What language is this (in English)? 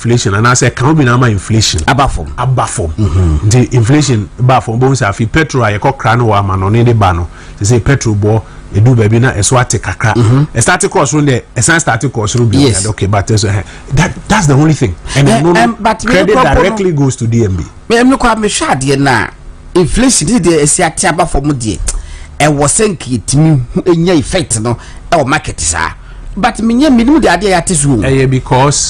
Akan